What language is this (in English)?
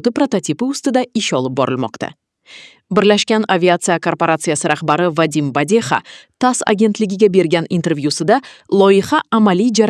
Uzbek